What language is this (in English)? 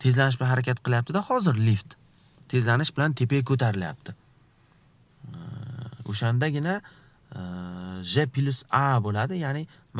Uzbek